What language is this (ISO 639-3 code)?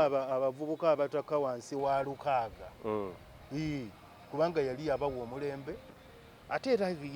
lug